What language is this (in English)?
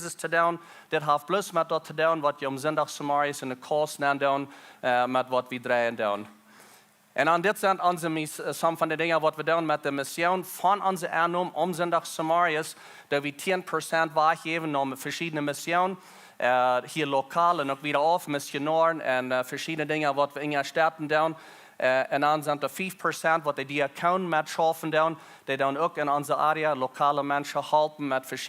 Plautdietsch